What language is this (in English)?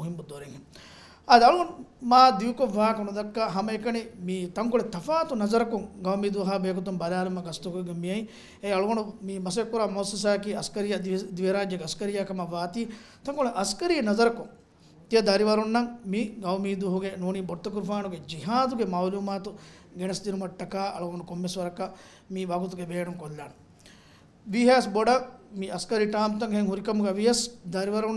Divehi